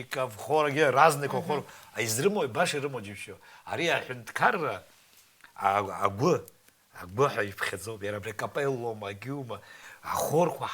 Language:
Abkhazian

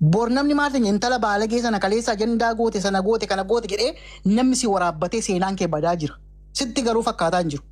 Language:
Oromo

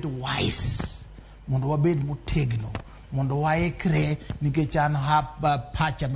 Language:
Luo (Kenya and Tanzania)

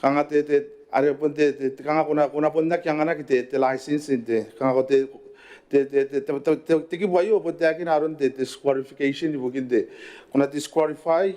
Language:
Gilbertese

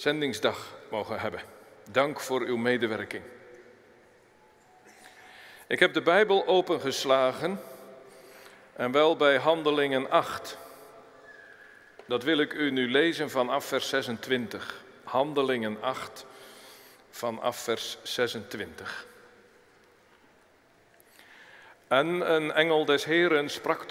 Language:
Dutch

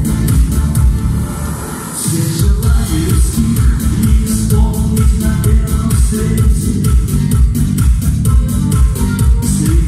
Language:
Russian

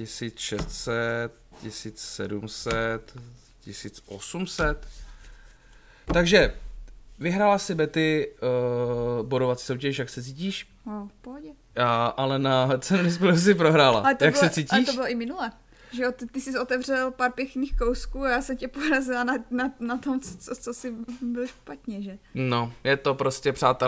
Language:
Czech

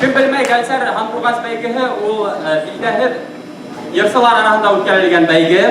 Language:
Bashkir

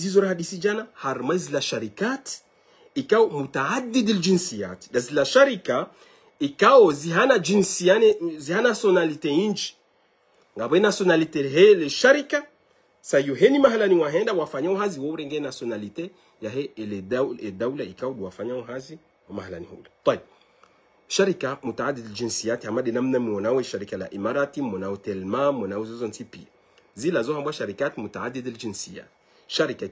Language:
Ngazidja Comorian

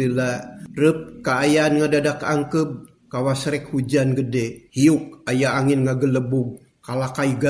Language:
Sundanese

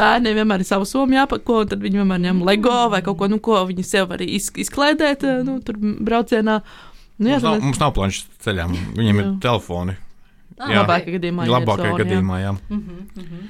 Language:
Latvian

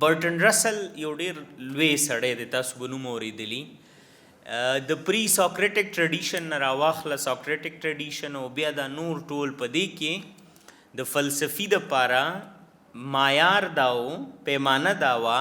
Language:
Pashto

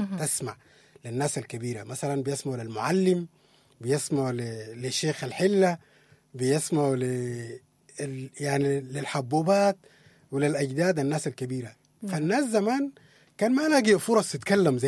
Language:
Sudanese Arabic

